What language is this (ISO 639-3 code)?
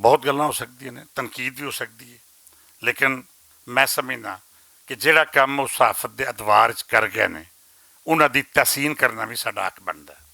lah